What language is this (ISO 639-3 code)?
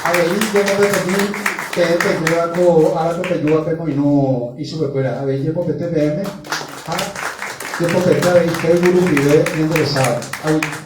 grn